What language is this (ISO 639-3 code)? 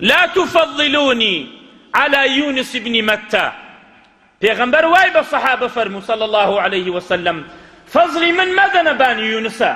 ckb